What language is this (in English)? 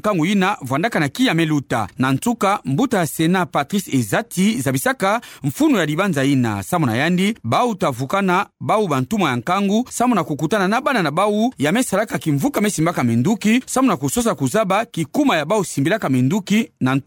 Kituba (Democratic Republic of Congo)